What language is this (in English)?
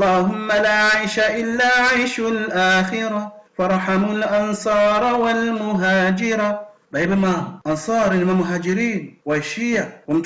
Ngazidja Comorian